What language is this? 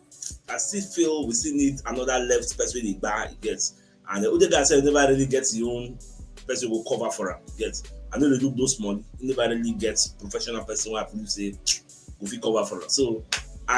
Nigerian Pidgin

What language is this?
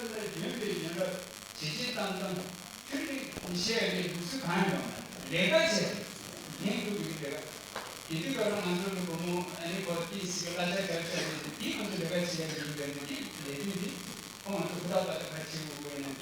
Tibetan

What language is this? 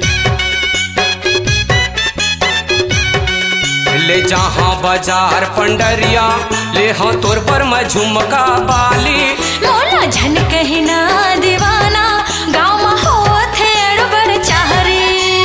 Chhattisgarhi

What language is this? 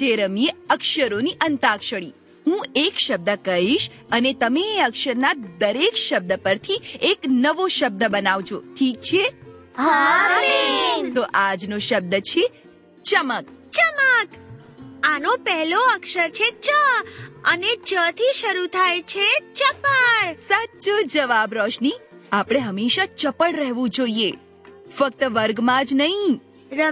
Gujarati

